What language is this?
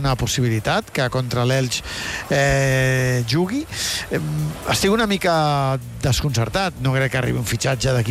Catalan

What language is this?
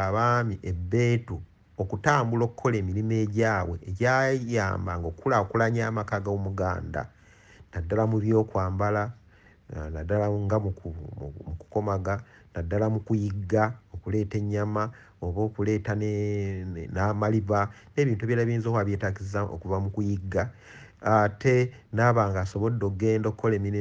Ganda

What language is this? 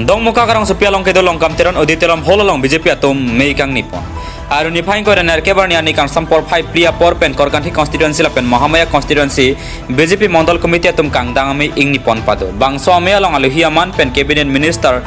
Karbi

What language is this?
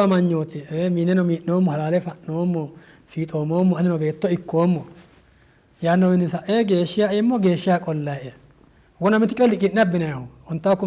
Sidamo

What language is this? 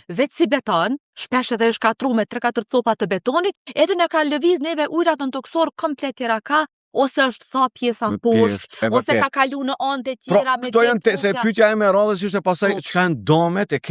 Albanian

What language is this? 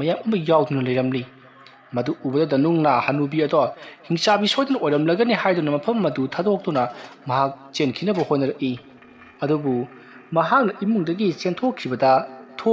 Manipuri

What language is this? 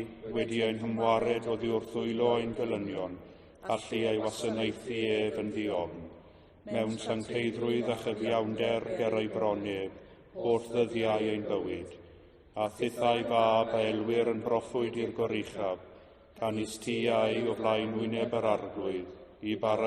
Welsh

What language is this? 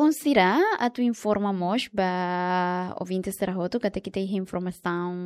Tetum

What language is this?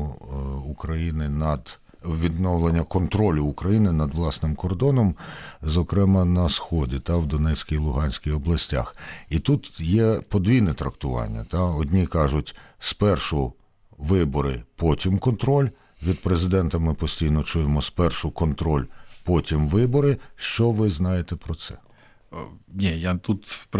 Ukrainian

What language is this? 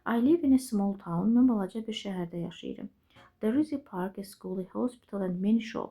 Azerbaijani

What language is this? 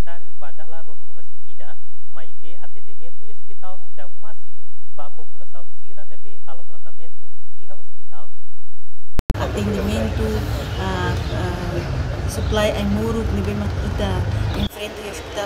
Tetum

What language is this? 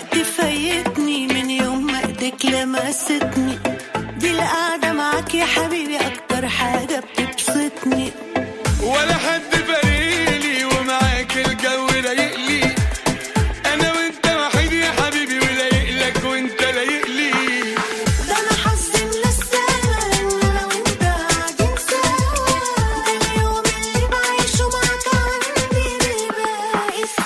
Egyptian Arabic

